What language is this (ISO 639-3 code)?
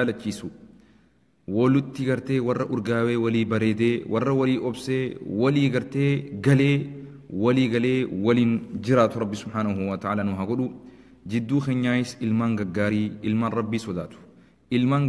orm